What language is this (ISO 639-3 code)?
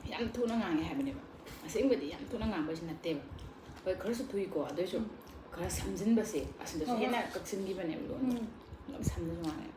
mni